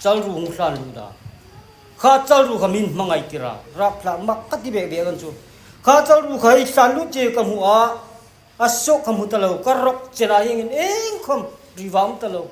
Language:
Hmar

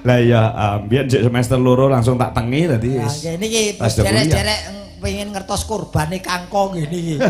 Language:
Javanese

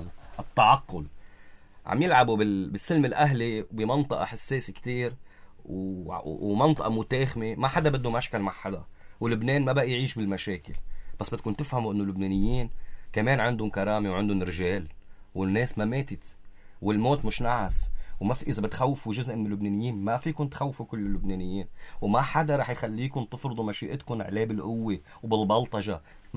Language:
North Levantine Arabic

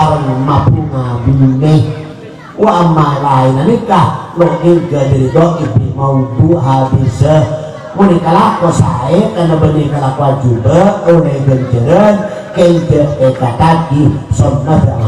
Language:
Madurese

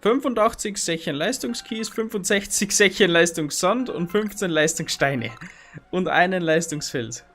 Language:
Bavarian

